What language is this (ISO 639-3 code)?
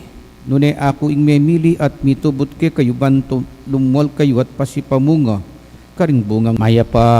pam